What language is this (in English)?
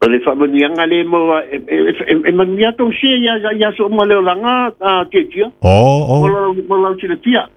Samoan